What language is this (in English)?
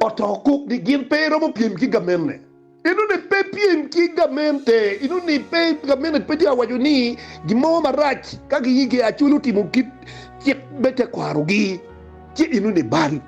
Acoli